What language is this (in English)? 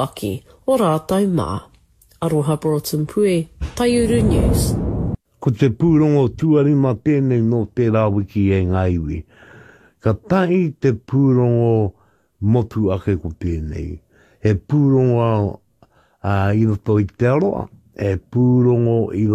Māori